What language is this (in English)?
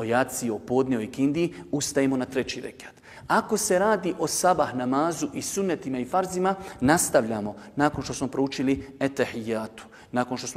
Bosnian